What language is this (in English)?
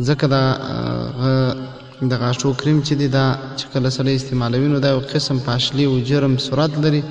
Pashto